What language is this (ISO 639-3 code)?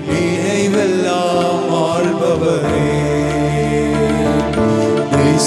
tam